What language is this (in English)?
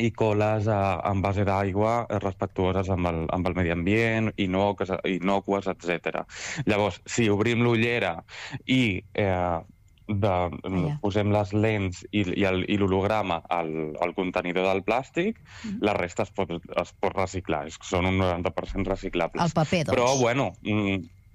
Catalan